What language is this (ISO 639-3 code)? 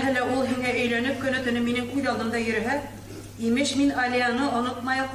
bak